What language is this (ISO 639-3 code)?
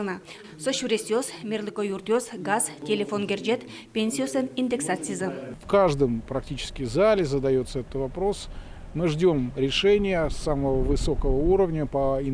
udm